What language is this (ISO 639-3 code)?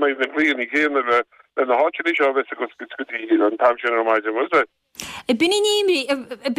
gle